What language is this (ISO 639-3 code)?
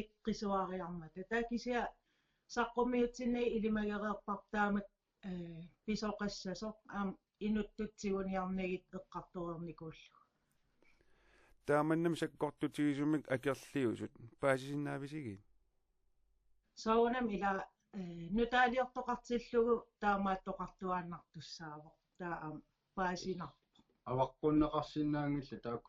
kal